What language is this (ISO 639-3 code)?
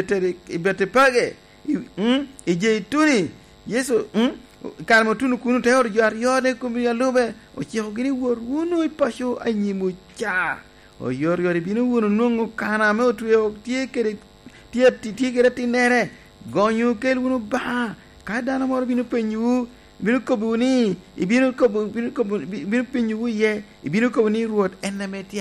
laj